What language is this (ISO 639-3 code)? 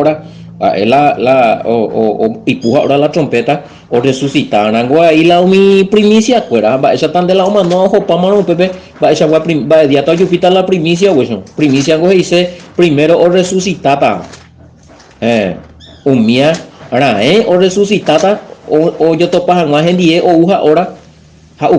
grn